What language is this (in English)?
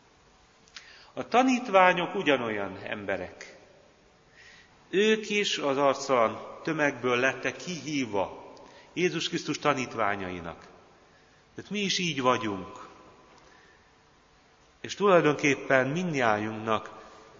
Hungarian